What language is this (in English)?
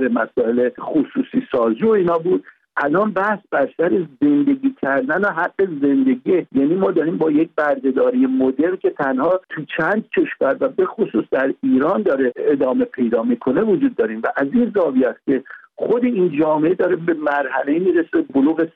Persian